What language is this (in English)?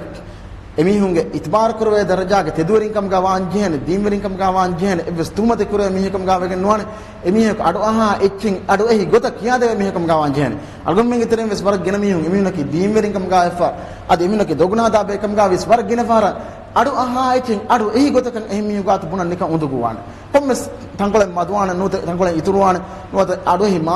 Divehi